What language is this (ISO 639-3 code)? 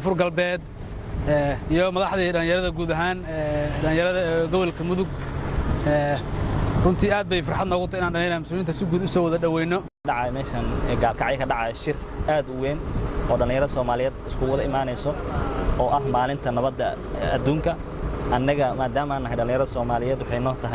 som